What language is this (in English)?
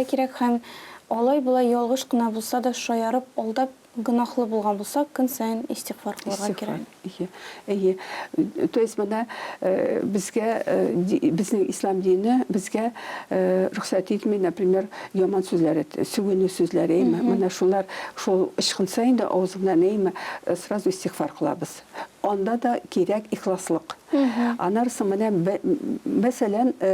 Tatar